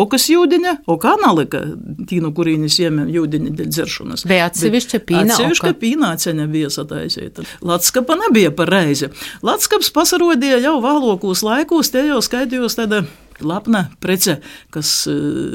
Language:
Latvian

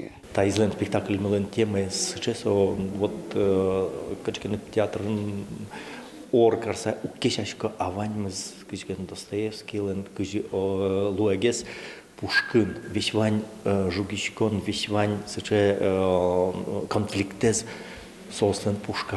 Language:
Udmurt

